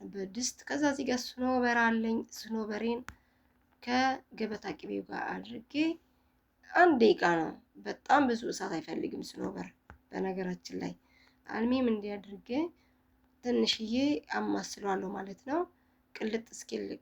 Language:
Amharic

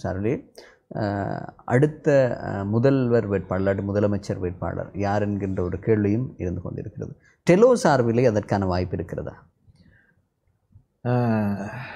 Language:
Tamil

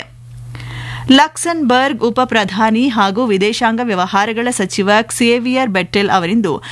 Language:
Kannada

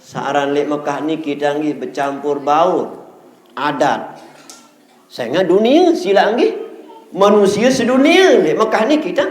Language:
Sasak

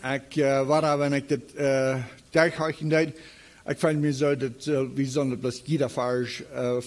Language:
Plautdietsch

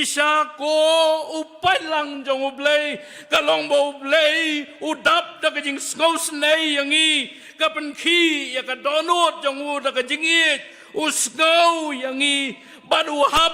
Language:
Khasi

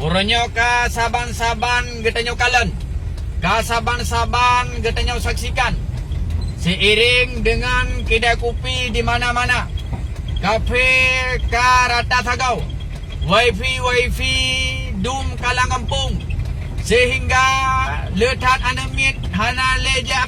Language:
Achinese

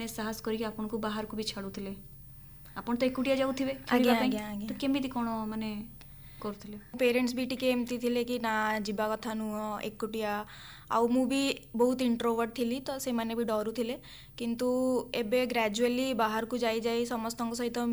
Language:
Odia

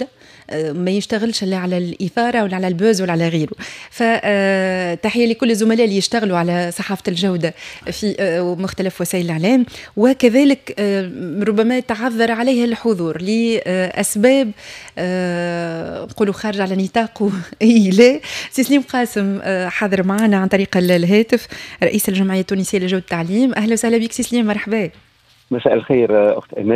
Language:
Tunisian Arabic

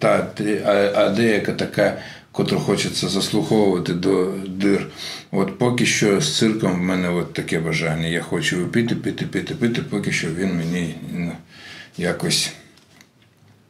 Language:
Ukrainian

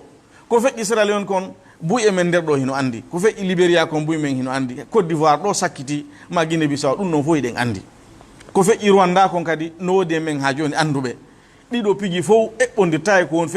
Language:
Fula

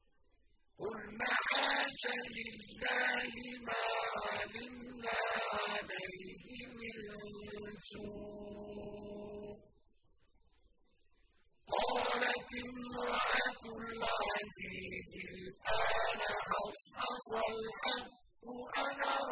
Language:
Arabic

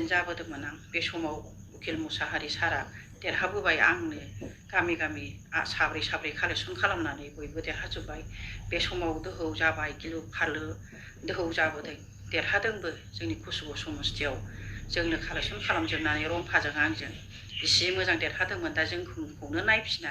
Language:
Bodo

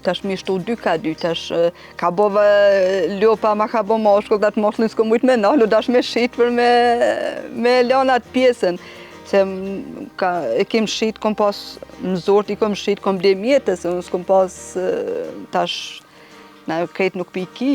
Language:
Albanian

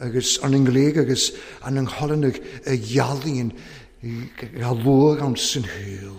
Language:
Welsh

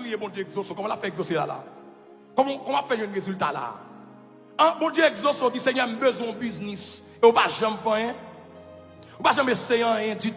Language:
Haitian Creole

